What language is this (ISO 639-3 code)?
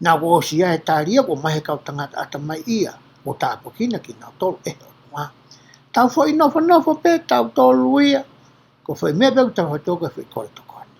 ton